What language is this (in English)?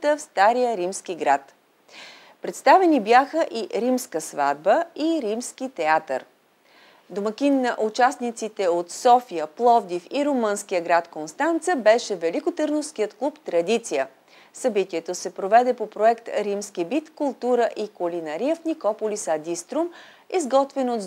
Bulgarian